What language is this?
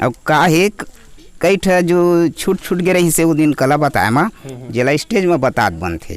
Chhattisgarhi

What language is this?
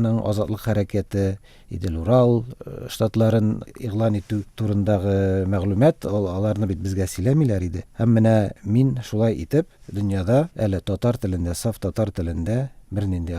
Tatar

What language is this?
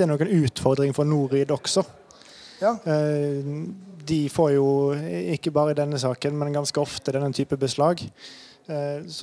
Norwegian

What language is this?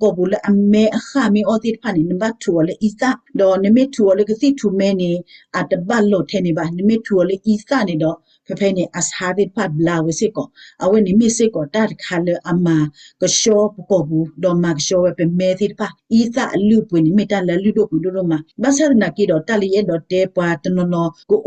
S'gaw Karen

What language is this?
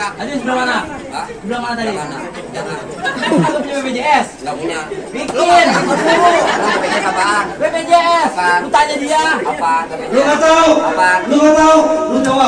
Betawi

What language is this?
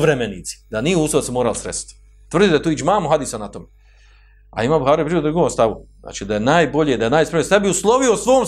Bosnian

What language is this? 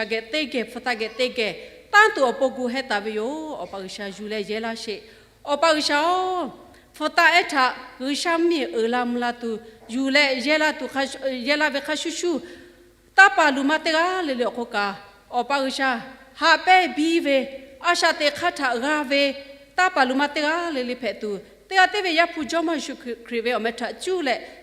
Lahu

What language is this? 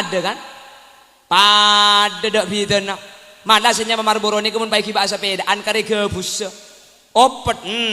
Madurese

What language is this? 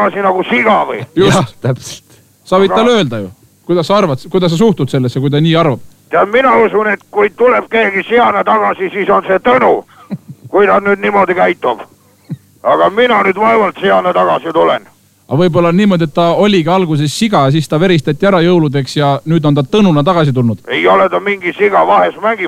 Estonian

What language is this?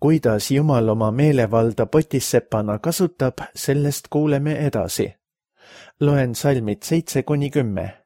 Estonian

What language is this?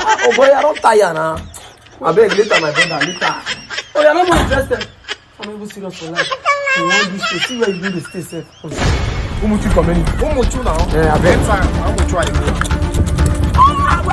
Nigerian Pidgin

